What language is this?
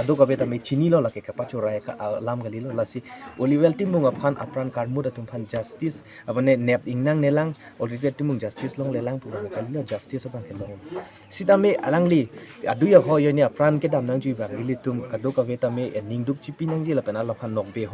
Karbi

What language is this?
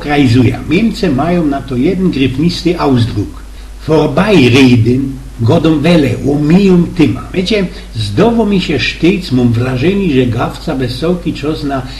Silesian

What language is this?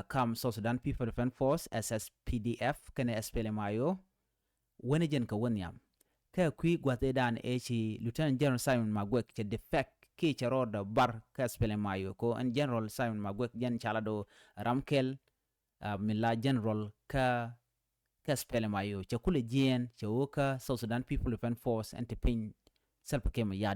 Nuer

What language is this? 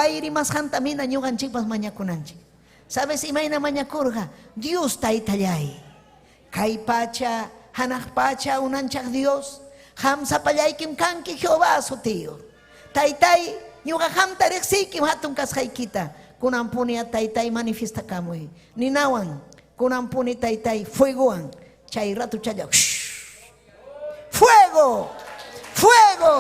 Ayacucho Quechua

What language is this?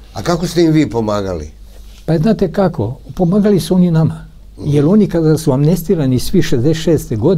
Serbian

